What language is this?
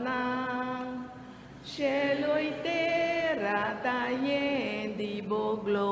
Papiamento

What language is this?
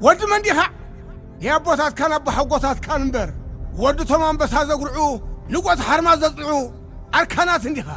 Tigrinya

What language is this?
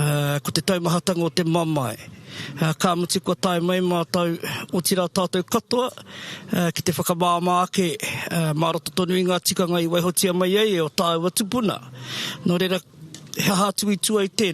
Māori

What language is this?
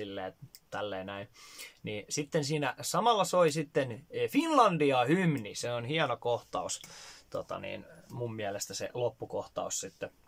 Finnish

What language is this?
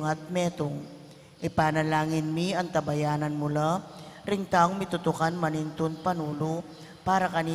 Pampanga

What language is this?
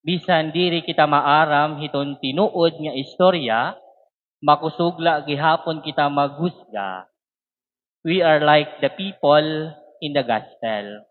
Waray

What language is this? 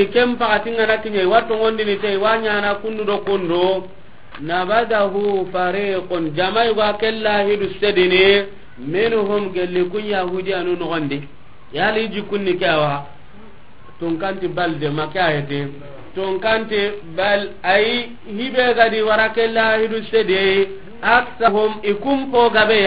Soninke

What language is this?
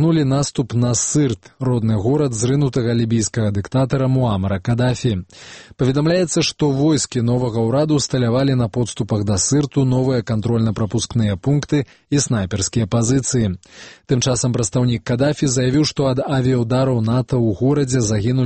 Belarusian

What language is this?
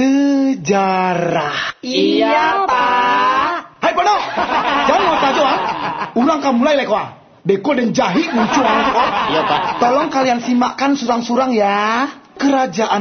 Minangkabau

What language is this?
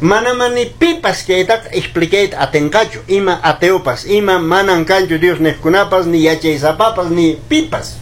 Quechua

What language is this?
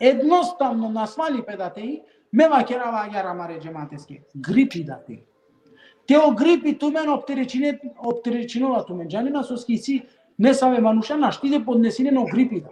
Balkan Romani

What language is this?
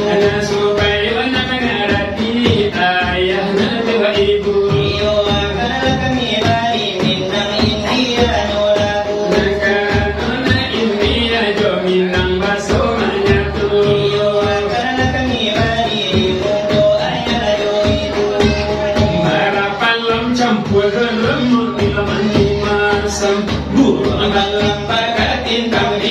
Minangkabau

